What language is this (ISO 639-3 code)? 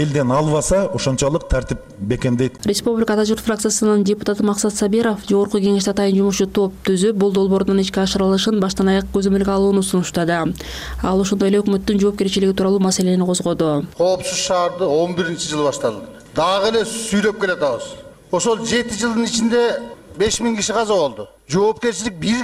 kir